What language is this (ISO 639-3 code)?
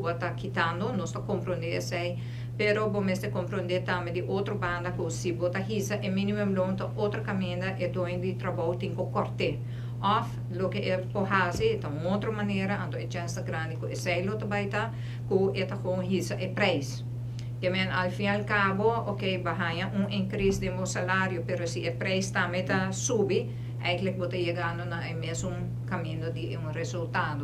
pap